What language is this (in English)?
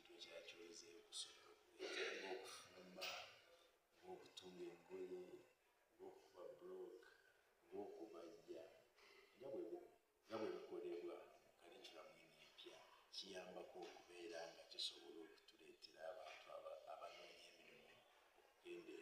Ganda